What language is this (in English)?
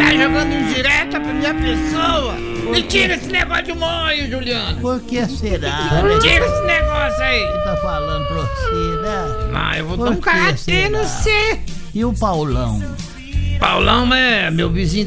Portuguese